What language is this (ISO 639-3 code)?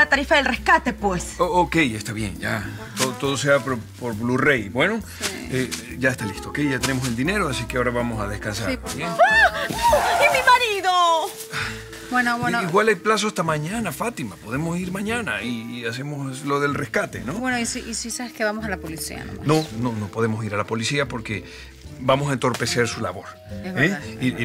spa